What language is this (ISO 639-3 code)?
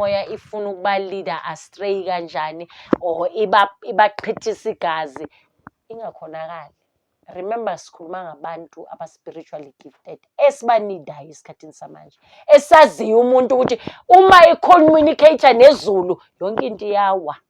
zul